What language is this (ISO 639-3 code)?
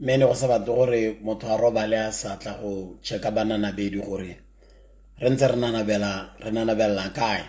tsn